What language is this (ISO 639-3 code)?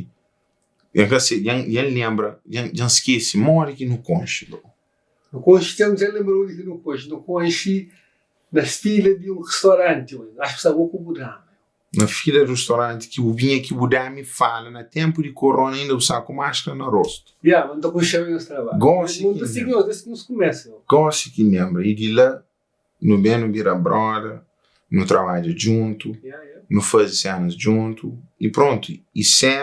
kea